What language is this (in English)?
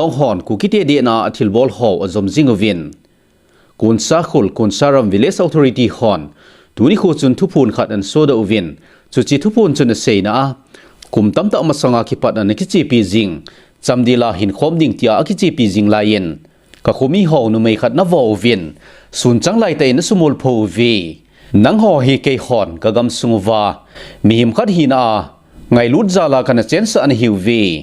Thado Chin